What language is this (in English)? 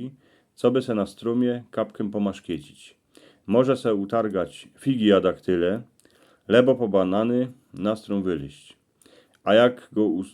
Silesian